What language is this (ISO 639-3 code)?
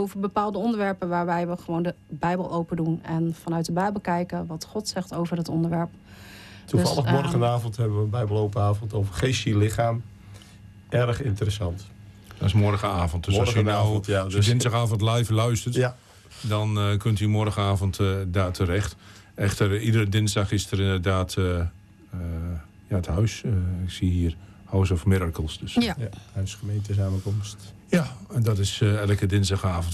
nld